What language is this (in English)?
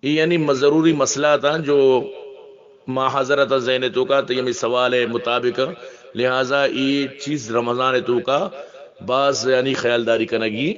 Eastern Balochi